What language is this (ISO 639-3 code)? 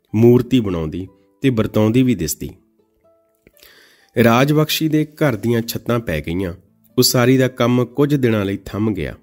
pan